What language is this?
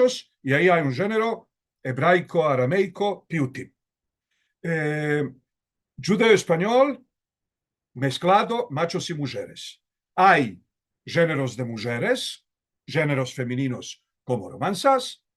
Ladino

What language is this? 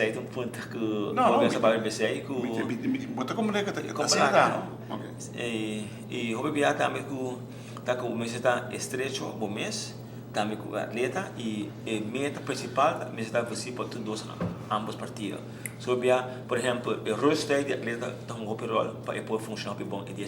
Papiamento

